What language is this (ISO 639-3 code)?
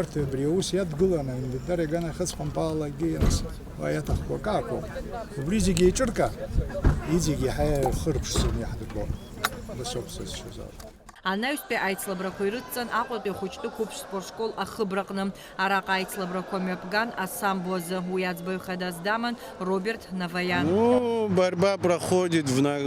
abk